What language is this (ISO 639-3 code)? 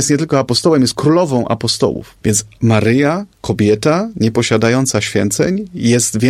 pol